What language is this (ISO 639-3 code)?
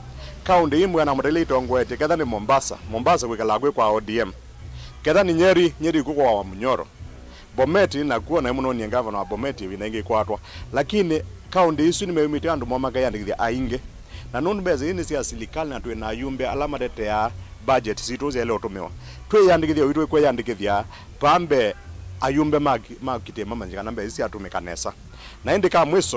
kam